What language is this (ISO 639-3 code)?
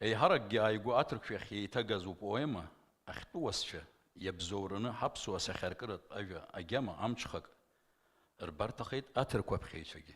abk